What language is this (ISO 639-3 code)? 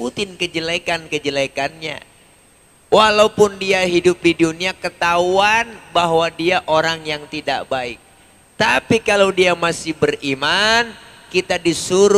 bew